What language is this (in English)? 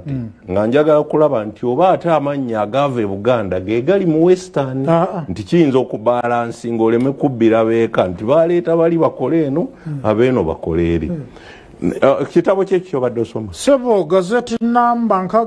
Ganda